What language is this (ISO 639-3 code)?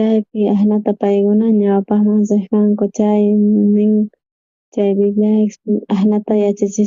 quh